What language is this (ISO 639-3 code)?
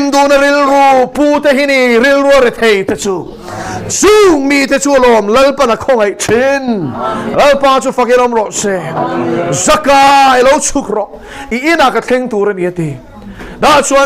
lus